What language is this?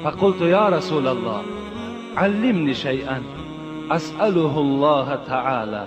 Tajik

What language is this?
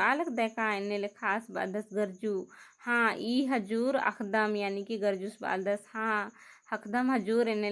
Kurukh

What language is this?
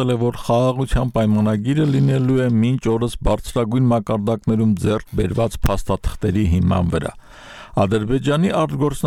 Armenian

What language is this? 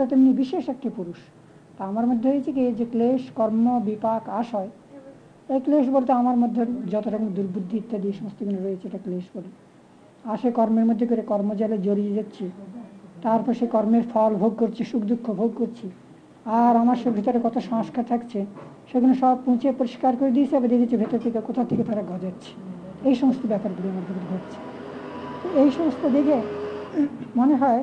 Bangla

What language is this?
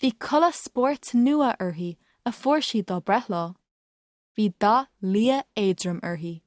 Irish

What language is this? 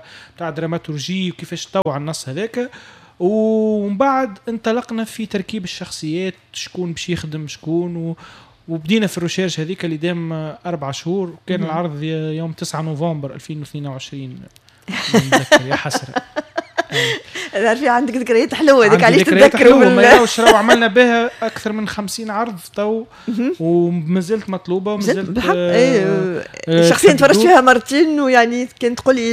Tunisian Arabic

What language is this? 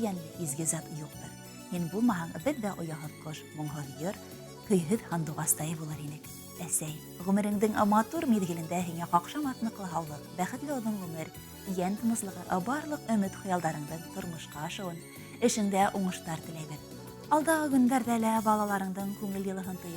Bashkir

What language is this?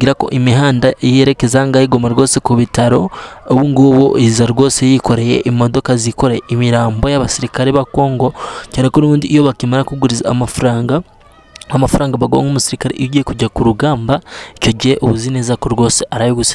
Kinyarwanda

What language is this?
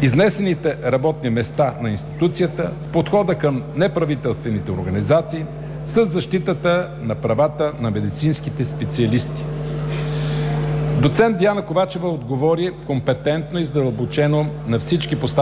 Bulgarian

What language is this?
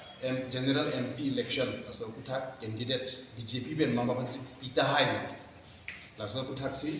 Karbi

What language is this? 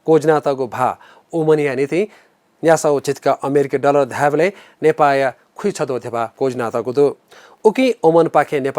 Newari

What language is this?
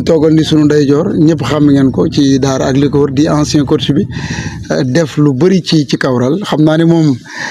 Wolof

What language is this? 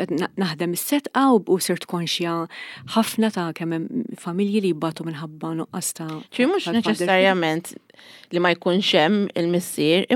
Maltese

